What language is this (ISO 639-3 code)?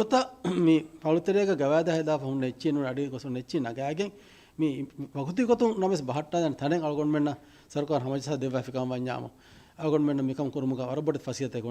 div